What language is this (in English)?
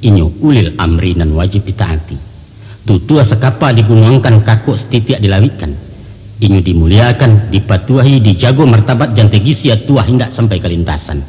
Minangkabau